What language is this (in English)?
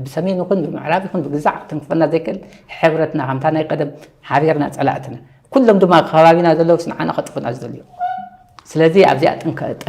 Tigrinya